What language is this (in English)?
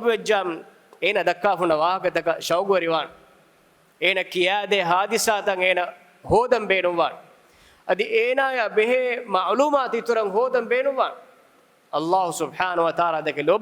Divehi